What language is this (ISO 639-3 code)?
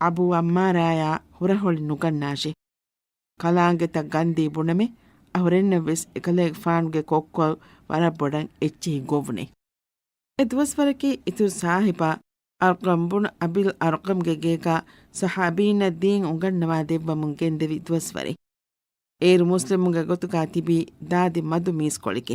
div